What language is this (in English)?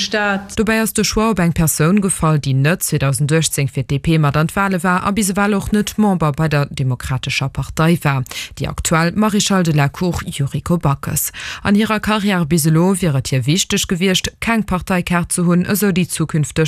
Luxembourgish